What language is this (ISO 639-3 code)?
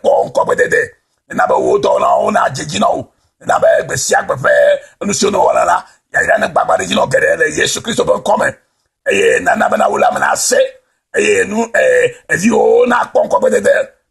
ewe